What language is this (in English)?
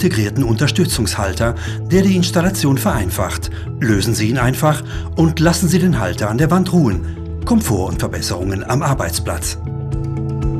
German